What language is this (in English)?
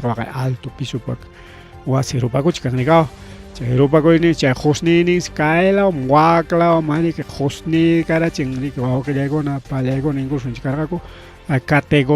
Ayacucho Quechua